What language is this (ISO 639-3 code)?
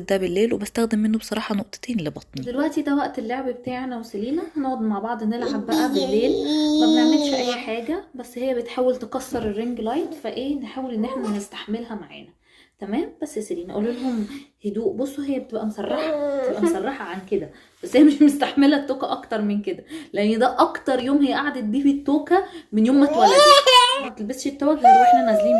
arz